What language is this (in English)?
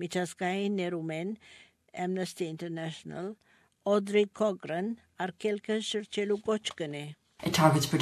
Armenian